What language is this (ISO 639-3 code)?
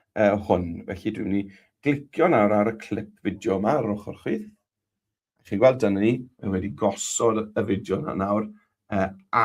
cym